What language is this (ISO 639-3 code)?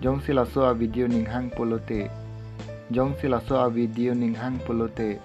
mjw